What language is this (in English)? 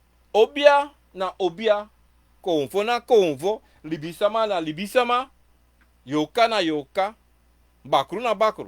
Sranan Tongo